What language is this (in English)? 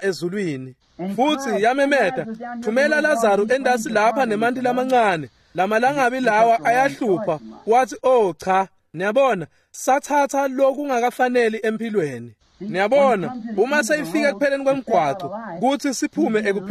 Swati